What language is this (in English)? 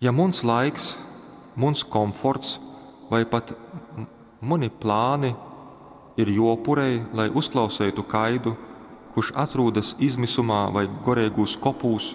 Latgalian